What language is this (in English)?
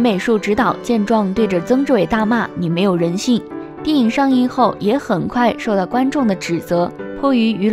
Chinese